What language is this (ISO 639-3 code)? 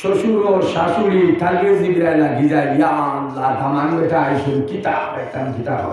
syl